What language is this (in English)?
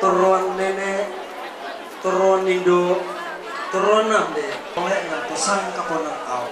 Toraja-Sa'dan